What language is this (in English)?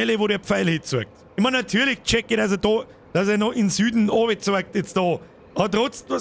Bavarian